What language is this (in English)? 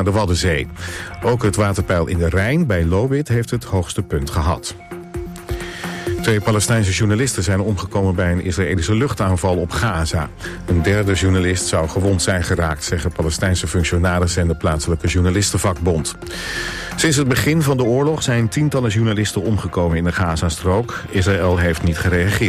Dutch